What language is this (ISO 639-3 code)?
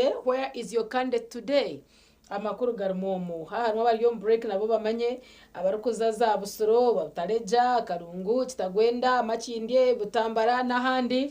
nyn